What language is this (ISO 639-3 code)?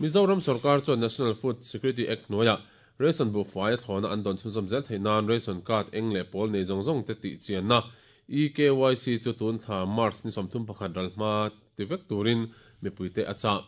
lus